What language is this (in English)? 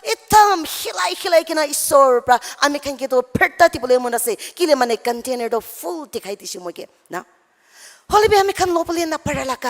Naga Pidgin